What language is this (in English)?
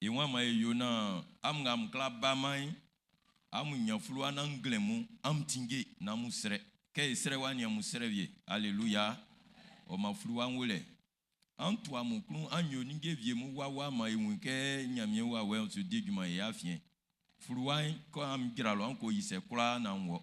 Baoulé